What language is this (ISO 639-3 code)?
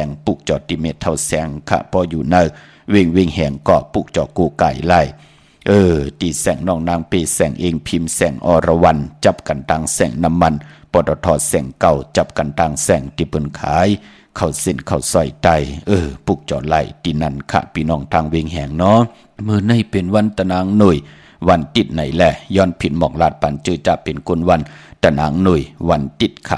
shn